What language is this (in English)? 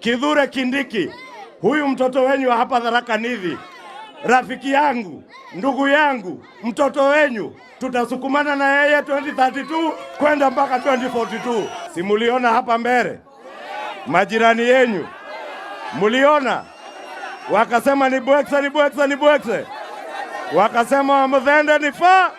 Meru